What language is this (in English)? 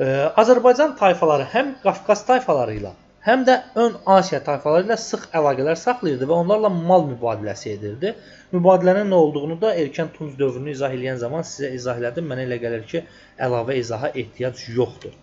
Azerbaijani